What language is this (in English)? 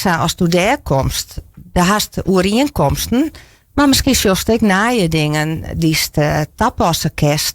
Western Frisian